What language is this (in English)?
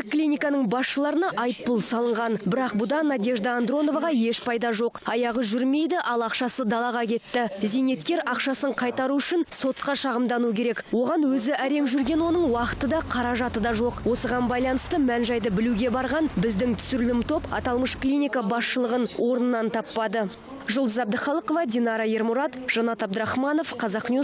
Kazakh